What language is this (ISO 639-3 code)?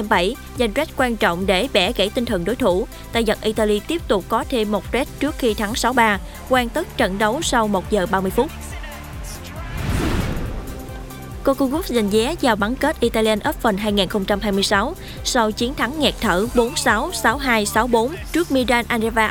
vie